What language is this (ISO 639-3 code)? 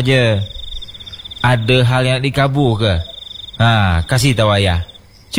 msa